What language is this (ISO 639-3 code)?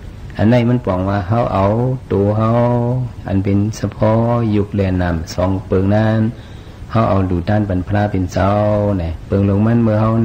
shn